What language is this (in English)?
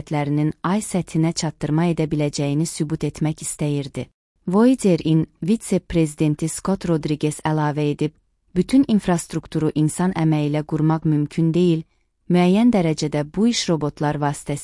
Azerbaijani